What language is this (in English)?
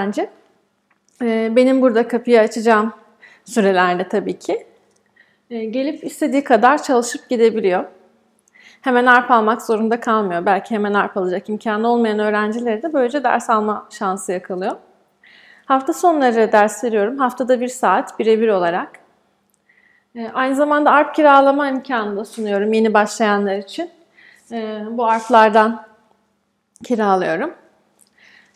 Turkish